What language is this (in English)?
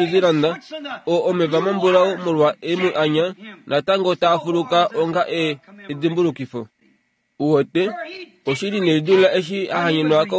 Kuanyama